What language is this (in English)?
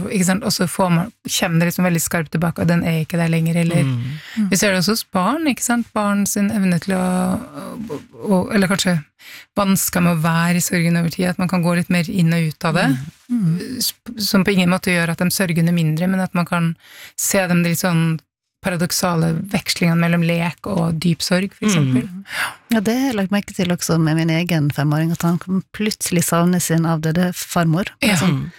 Norwegian